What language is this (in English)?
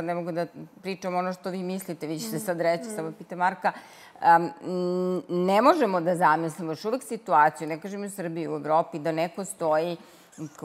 Serbian